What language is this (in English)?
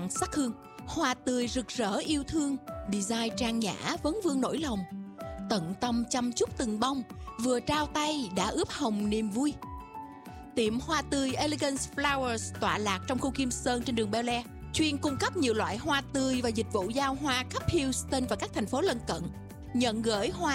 Vietnamese